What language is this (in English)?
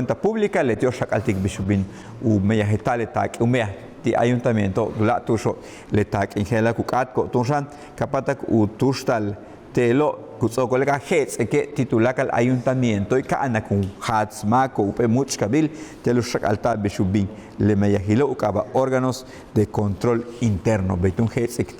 Yucateco